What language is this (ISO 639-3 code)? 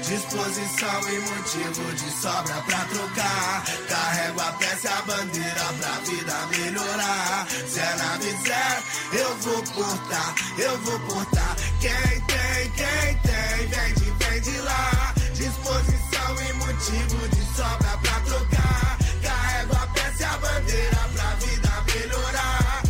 por